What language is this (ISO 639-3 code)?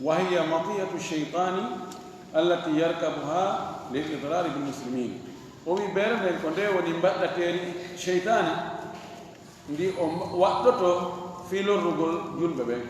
ful